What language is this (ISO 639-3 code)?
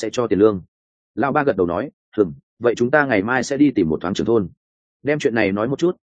vie